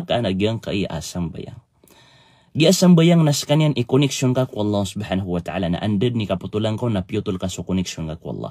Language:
Maranao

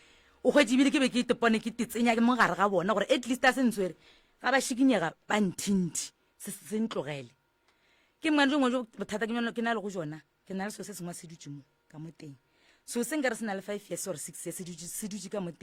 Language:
Northern Sotho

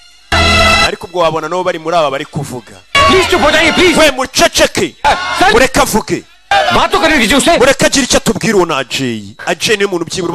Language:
Kinyarwanda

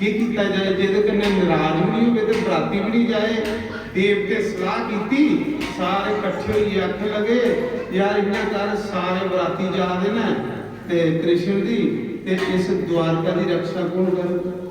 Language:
Dogri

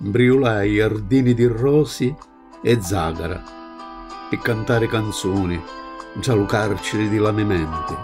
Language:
Sicilian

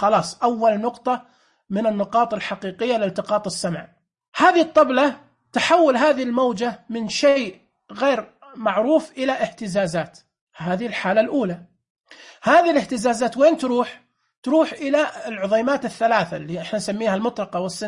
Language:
Najdi Arabic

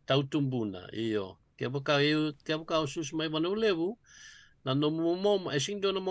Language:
Fijian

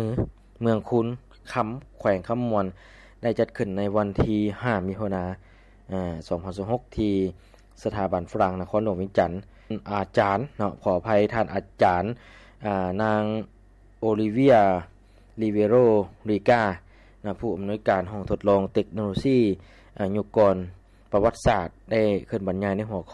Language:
Lao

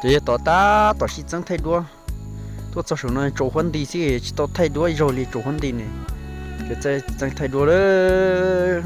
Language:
Hmong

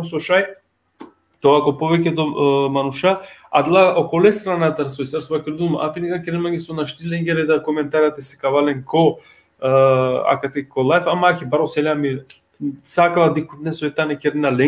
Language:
Balkan Romani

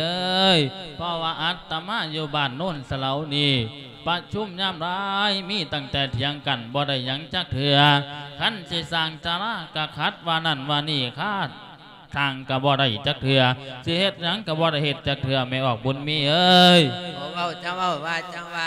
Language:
Lao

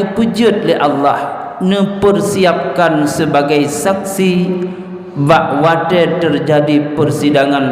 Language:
Achinese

